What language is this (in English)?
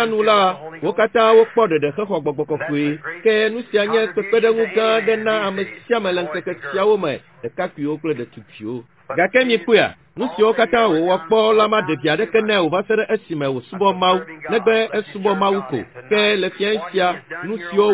Ewe